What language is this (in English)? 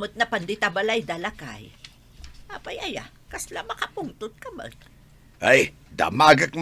Iloko